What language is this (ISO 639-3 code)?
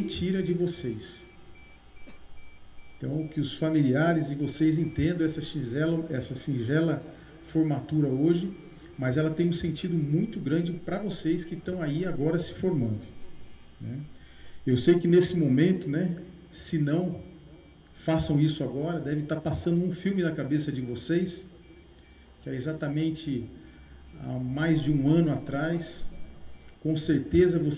por